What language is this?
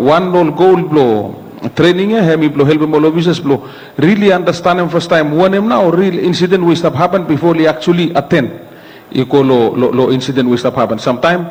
Bislama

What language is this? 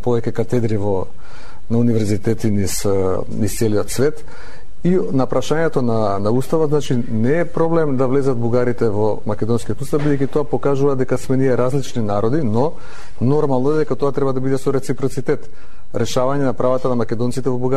Macedonian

